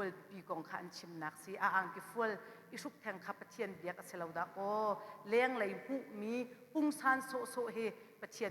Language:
Hakha Chin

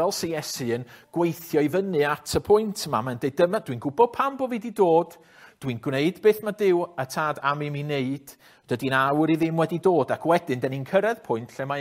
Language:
Welsh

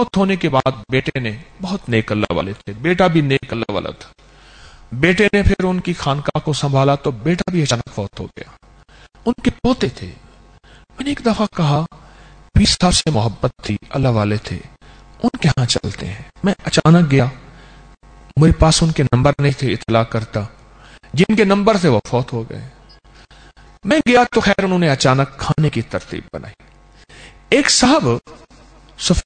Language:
Urdu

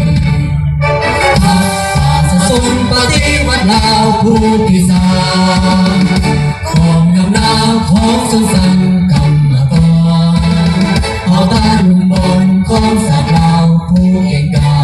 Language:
Lao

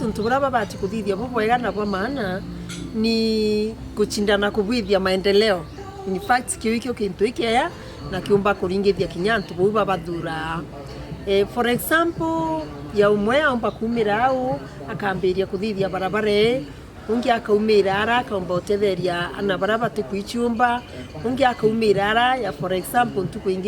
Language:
Meru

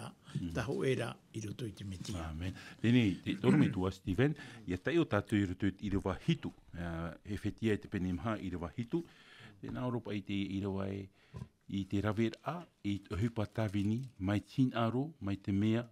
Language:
Tahitian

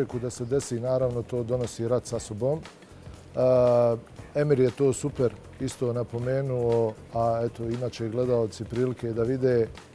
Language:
Bosnian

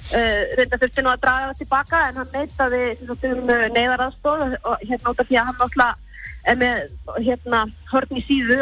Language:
Icelandic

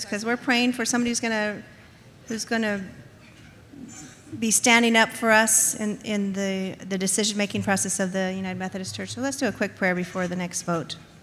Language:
English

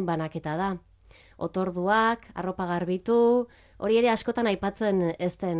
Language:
Basque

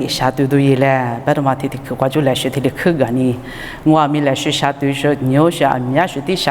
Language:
Lisu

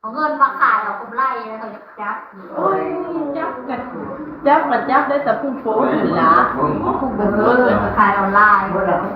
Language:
Lao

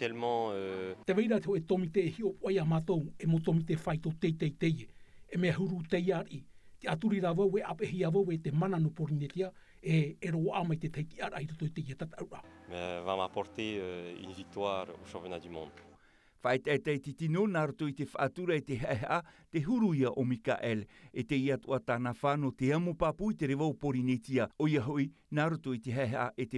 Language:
Tahitian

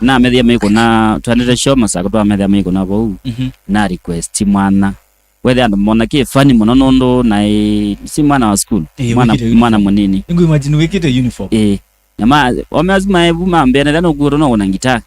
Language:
Kamba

